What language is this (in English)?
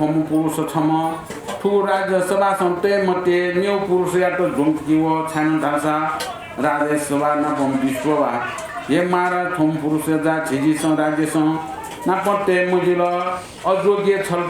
Newari